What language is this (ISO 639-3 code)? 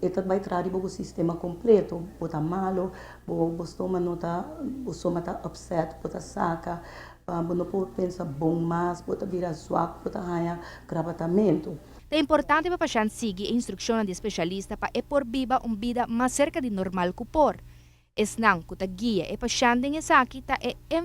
pap